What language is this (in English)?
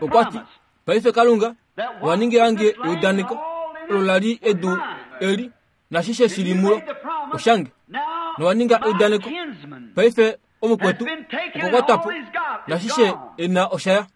Kuanyama